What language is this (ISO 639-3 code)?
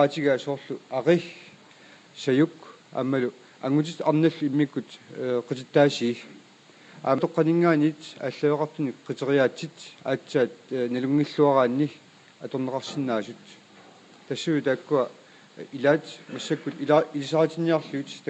kal